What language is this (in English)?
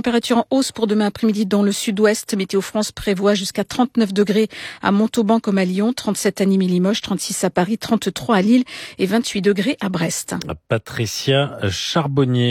French